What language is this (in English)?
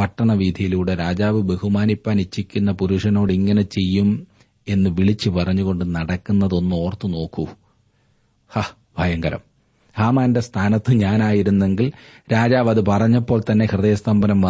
Malayalam